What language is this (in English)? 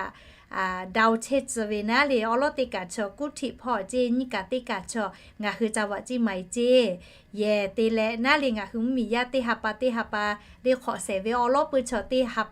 Lahu